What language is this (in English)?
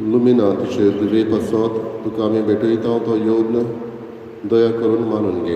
Konkani